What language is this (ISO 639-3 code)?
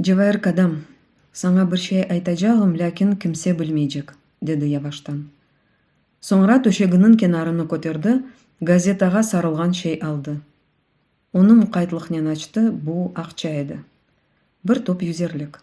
crh